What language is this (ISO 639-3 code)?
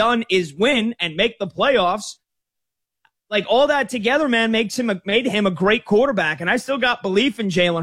eng